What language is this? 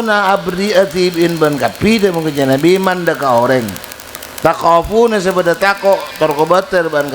Madurese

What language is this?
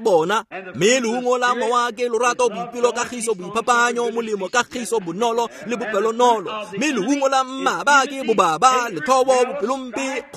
Tswana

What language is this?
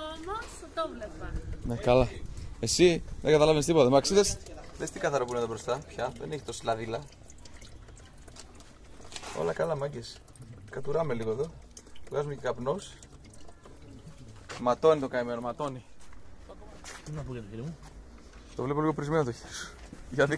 Greek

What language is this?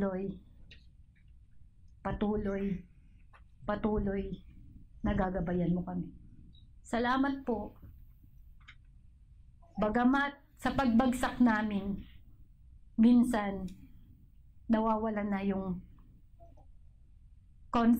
Filipino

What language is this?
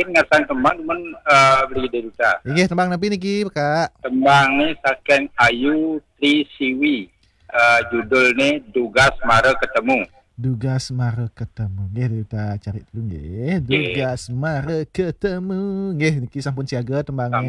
Balinese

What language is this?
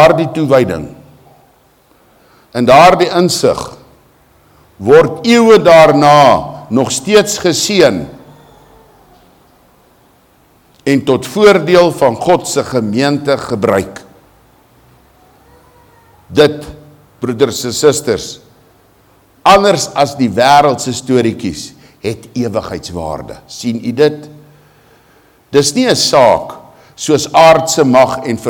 Afrikaans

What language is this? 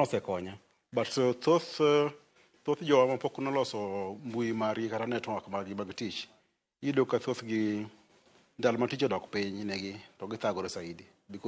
Luo (Kenya and Tanzania)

